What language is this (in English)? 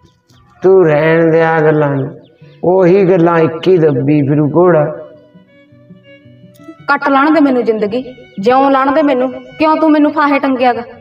Punjabi